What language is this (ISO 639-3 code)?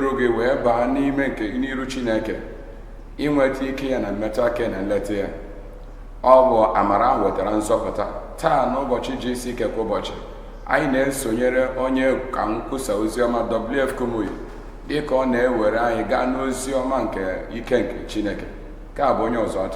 ibo